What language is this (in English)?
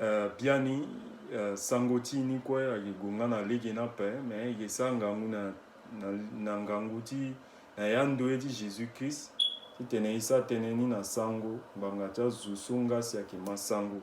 Sango